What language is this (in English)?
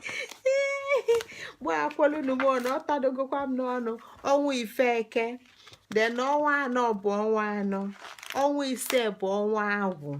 Igbo